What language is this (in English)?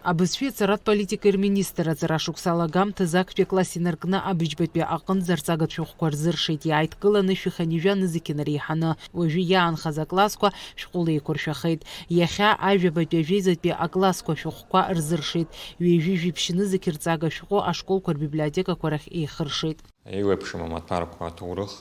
Abkhazian